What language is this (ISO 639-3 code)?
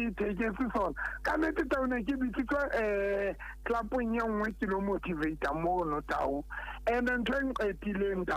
sot